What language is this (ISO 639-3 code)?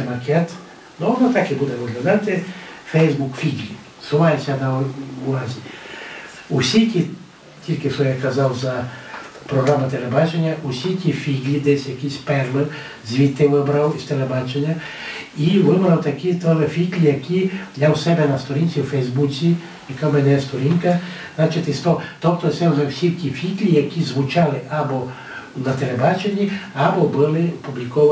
rue